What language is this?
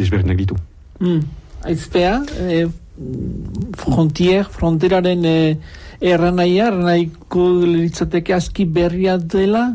Basque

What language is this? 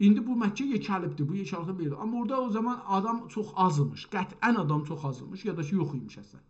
South Azerbaijani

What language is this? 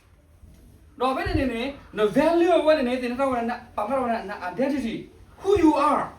S'gaw Karen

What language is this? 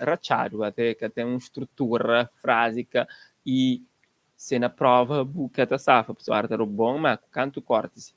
Kabuverdianu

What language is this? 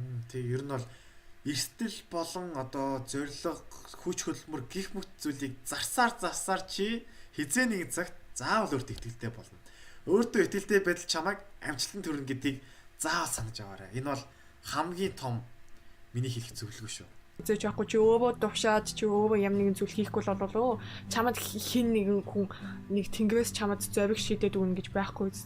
Mongolian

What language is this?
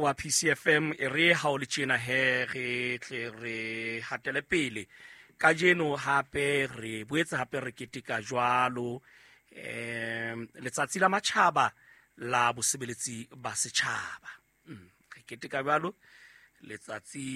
Southern Sotho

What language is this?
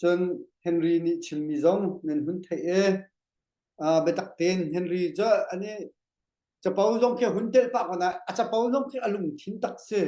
Hakha Chin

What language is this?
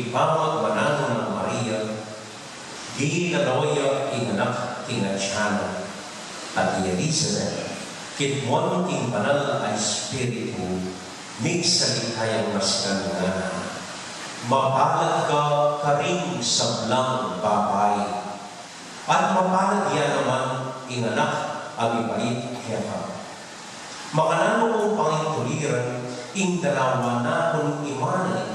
Pampanga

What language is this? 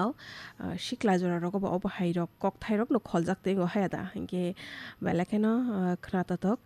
Kok Borok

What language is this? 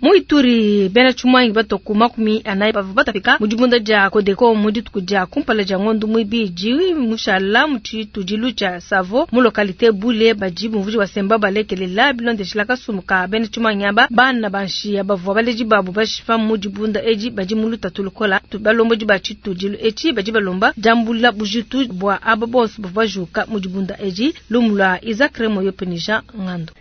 Luba-Lulua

